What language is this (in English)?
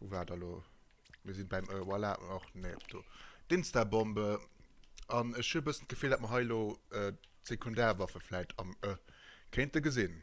Luxembourgish